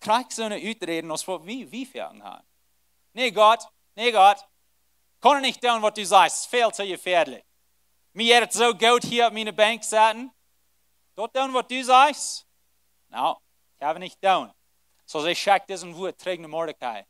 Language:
Plautdietsch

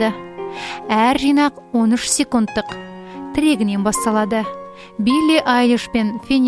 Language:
Kazakh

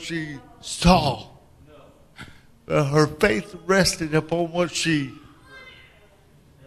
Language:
English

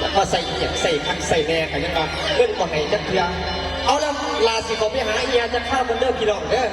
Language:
Northeastern Thai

